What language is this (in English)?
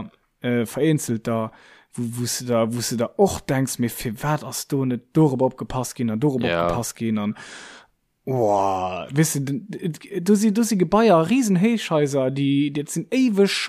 Luxembourgish